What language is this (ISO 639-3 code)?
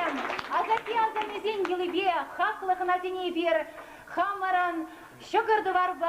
chv